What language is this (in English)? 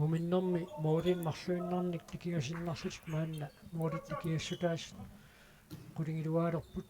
Kalaallisut